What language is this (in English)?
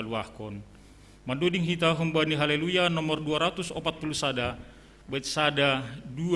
Batak Simalungun